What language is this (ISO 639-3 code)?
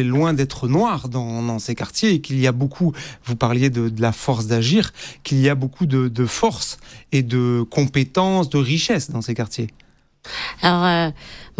fra